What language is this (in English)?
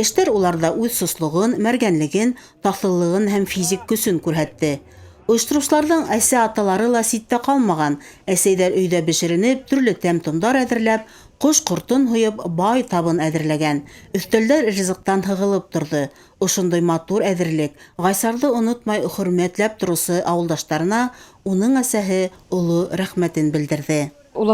Bashkir